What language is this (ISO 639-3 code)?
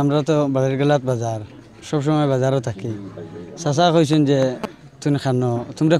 syl